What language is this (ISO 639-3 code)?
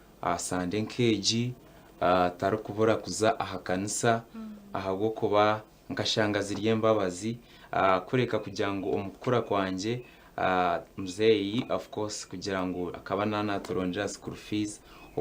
nyn